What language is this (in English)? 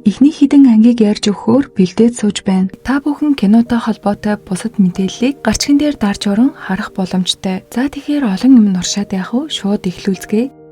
Mongolian